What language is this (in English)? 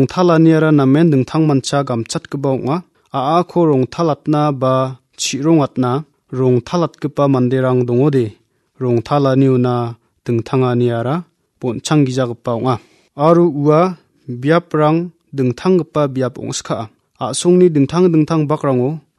Garo